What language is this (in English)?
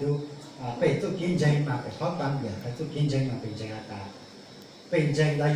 Hmong